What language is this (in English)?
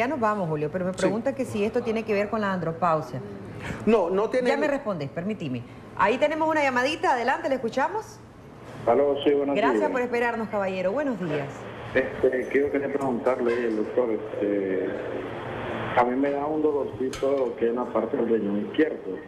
Spanish